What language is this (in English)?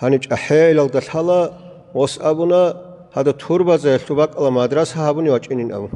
Avaric